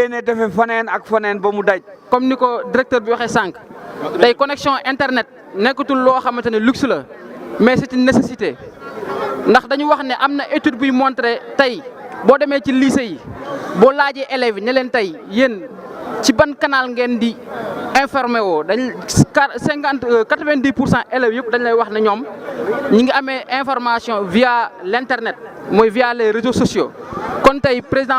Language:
Wolof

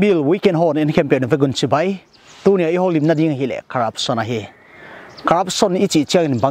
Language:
Paite Chin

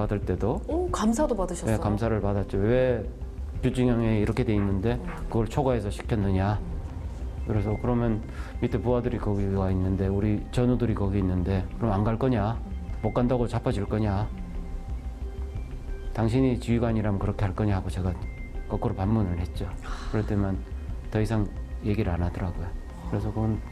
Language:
Korean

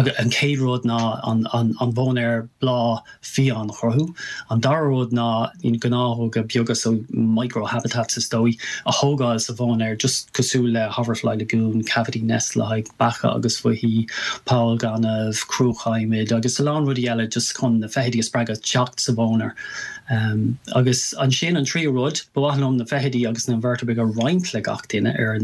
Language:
Irish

